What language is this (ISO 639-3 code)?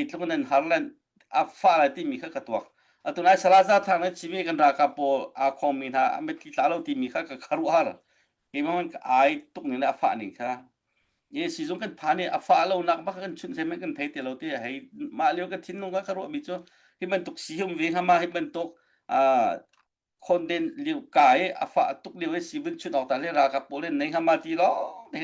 cnh